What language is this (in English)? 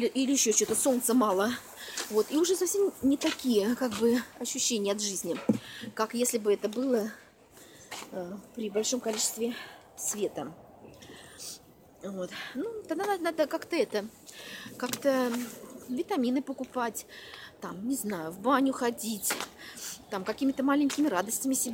Russian